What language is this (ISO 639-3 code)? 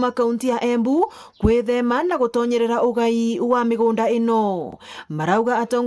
mer